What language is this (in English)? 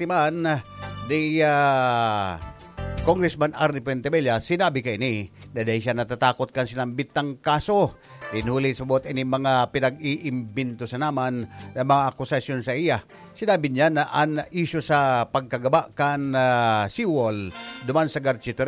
Bikol